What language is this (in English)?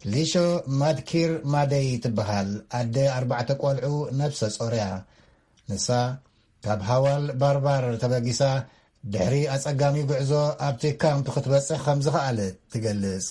Tigrinya